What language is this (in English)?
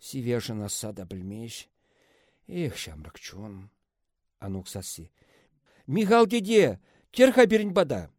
Chuvash